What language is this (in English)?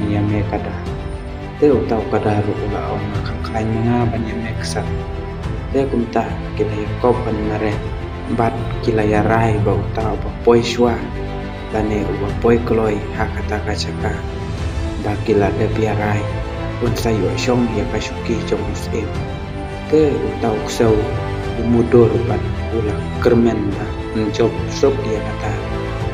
Khasi